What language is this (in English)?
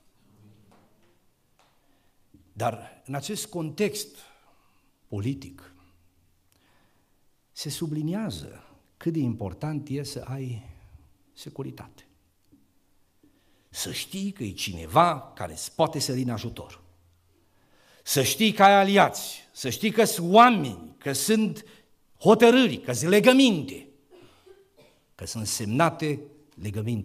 Romanian